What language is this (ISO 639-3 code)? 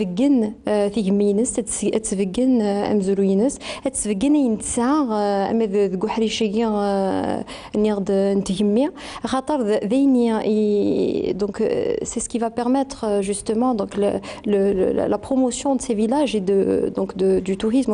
kab